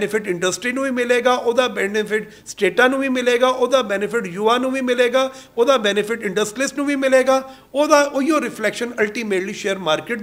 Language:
Punjabi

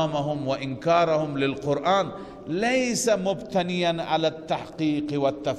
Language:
Persian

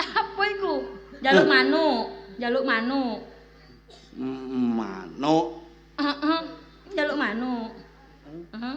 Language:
Javanese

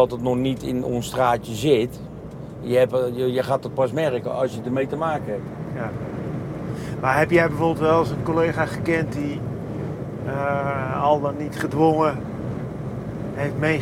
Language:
Dutch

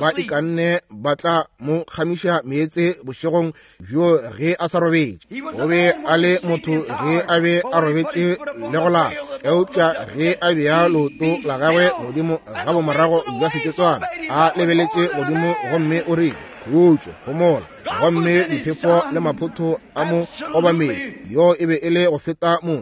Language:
Northern Sotho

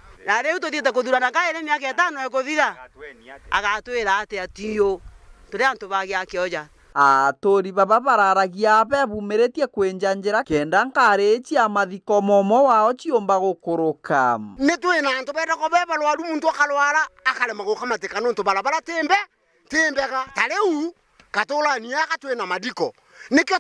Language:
Meru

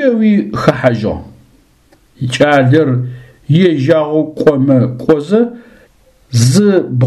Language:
Adyghe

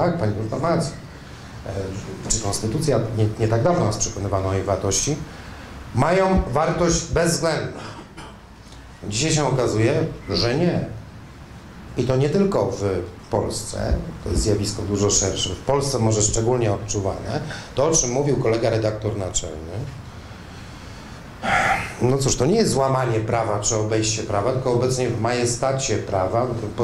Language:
Polish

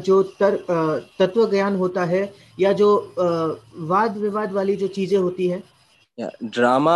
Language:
Hindi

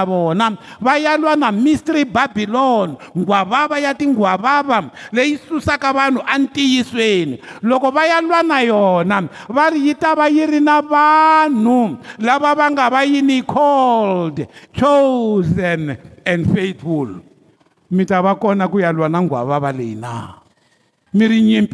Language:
Tsonga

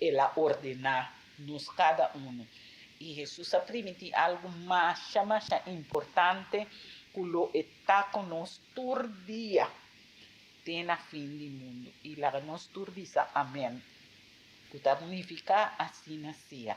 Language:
Papiamento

